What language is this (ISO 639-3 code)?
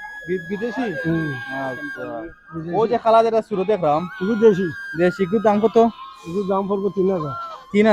syl